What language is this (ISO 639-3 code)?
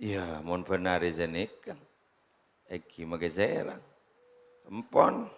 mad